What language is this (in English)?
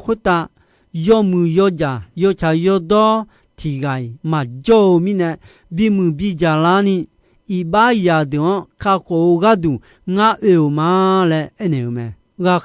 Akha